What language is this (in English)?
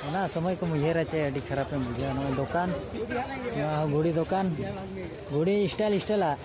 Santali